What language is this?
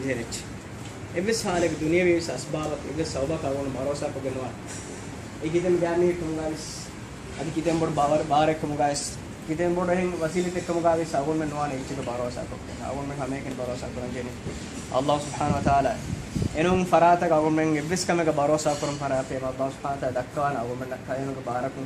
Divehi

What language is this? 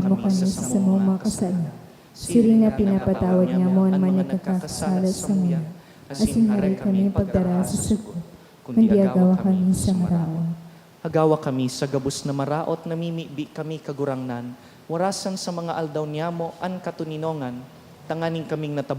Bikol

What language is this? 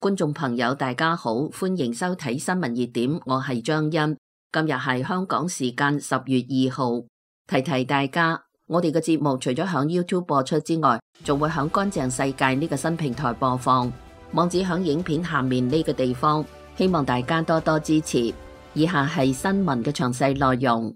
Cantonese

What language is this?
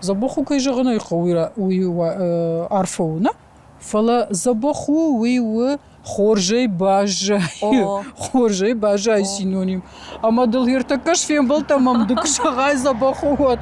Ossetic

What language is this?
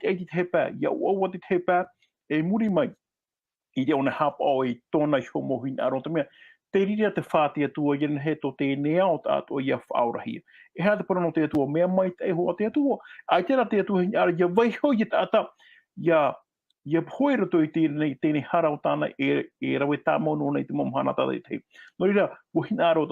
Tahitian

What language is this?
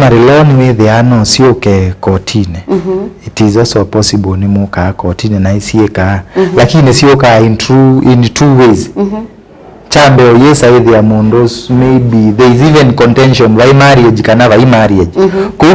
Kamba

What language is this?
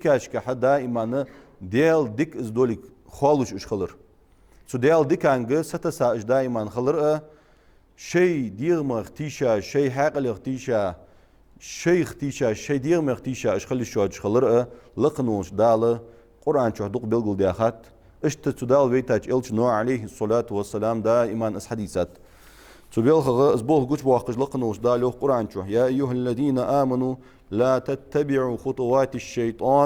Ingush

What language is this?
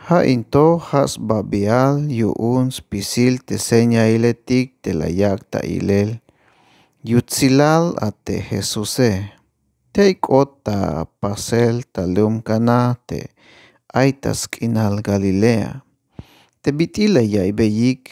Tzeltal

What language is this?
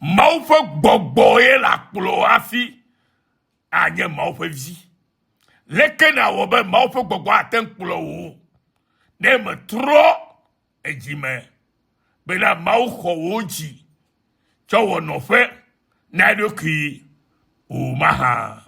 Ewe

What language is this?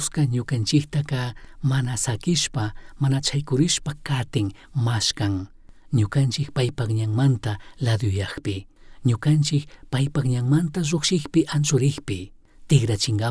Chimborazo Highland Quichua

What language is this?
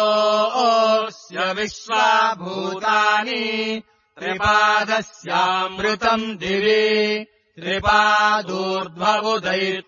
Sanskrit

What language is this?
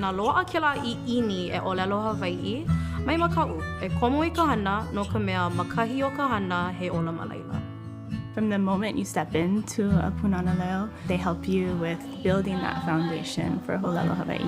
Hawaiian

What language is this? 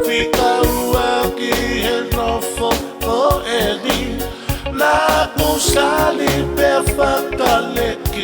Tongan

